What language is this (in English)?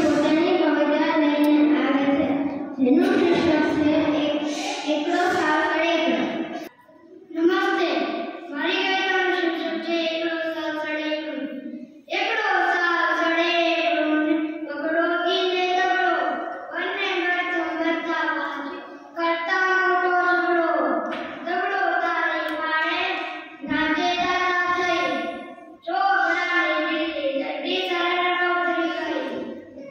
Gujarati